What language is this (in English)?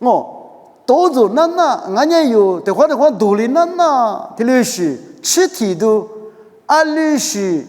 Lisu